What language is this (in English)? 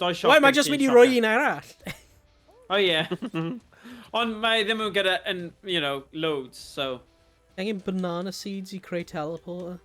Welsh